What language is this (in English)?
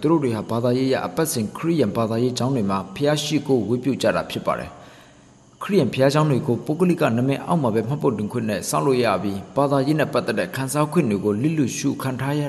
Burmese